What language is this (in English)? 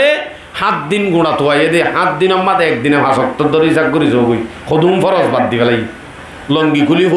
Rohingya